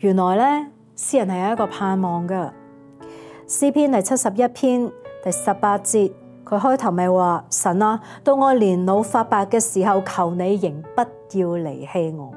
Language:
Cantonese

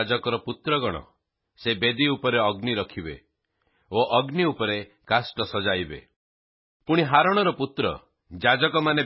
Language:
Odia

